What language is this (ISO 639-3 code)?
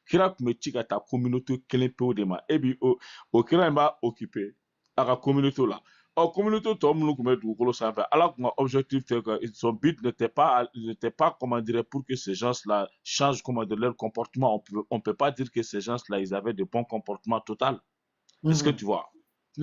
bam